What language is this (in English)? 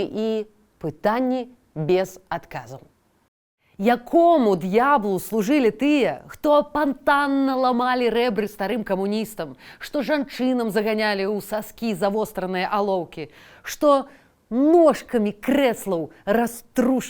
Belarusian